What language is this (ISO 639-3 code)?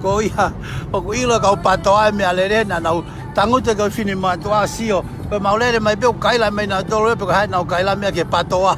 ton